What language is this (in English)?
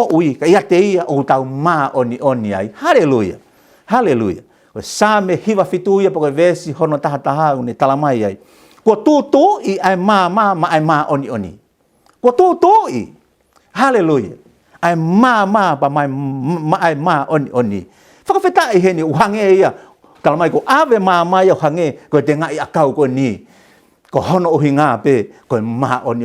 Tongan